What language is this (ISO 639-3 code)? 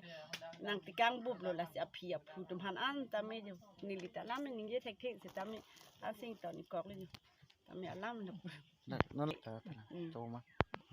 mjw